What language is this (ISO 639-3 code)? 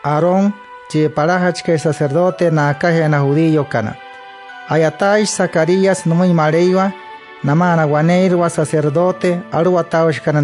guc